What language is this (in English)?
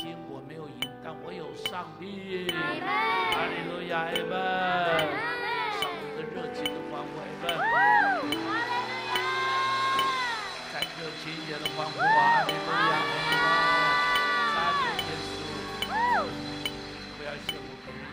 Chinese